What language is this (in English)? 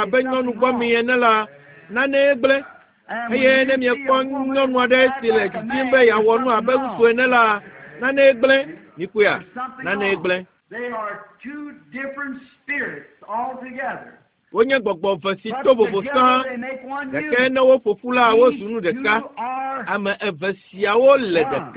Ewe